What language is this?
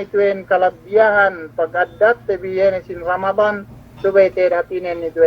Yakan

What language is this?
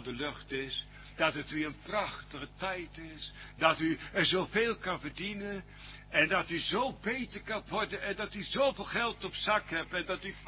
Dutch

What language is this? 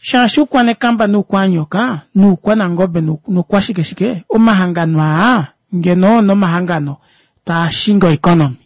Kuanyama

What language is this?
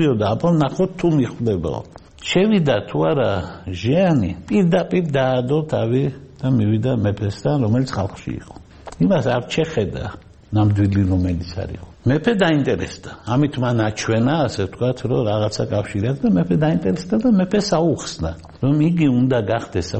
Georgian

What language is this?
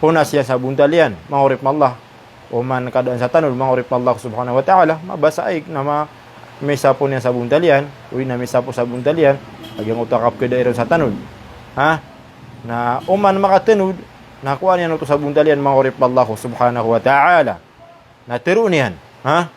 Maranao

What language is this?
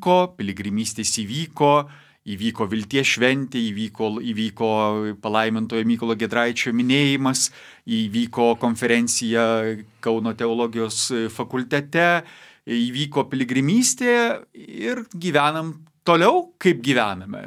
Lithuanian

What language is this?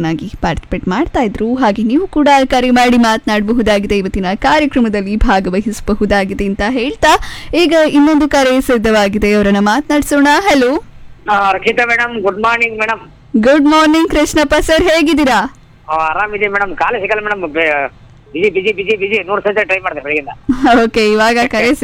Kannada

